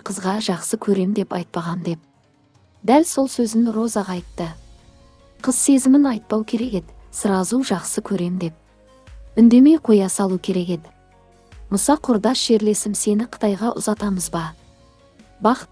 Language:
Kazakh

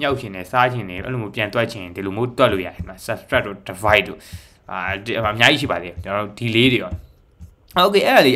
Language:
Burmese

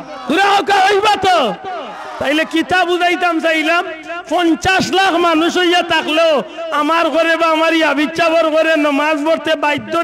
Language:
Sylheti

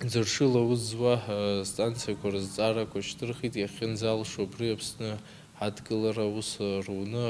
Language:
Abkhazian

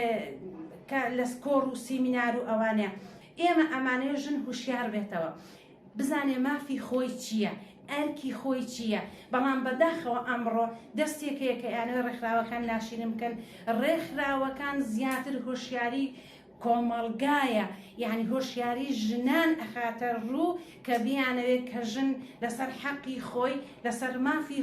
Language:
Central Kurdish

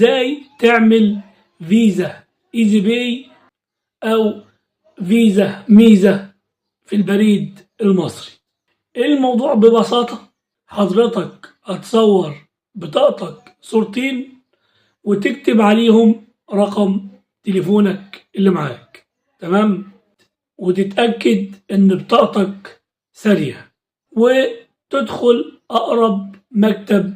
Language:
Egyptian Arabic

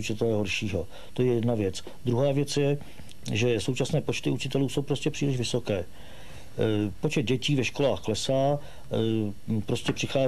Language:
Czech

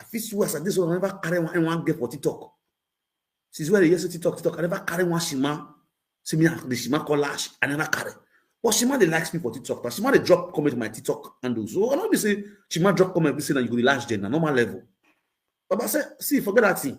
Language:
Nigerian Pidgin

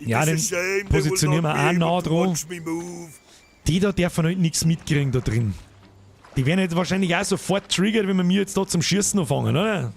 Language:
Bavarian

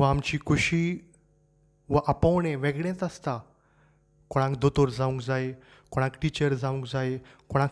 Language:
Konkani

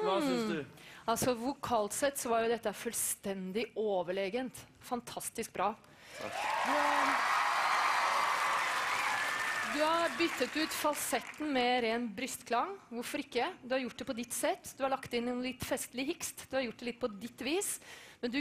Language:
Norwegian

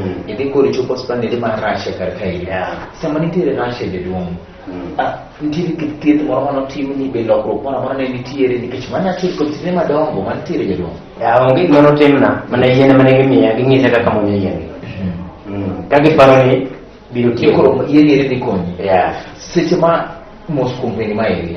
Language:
Luo (Kenya and Tanzania)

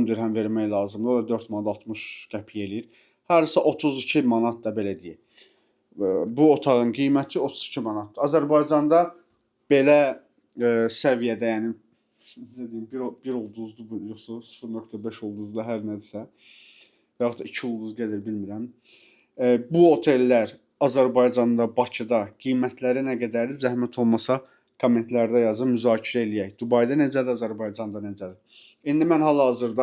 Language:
Azerbaijani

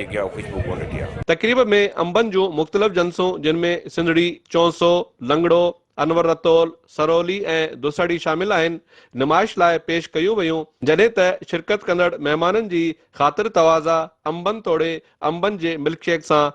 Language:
Sindhi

